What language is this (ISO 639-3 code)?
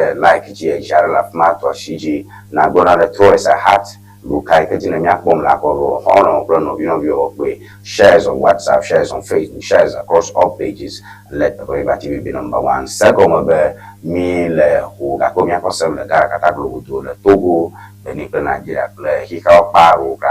ewe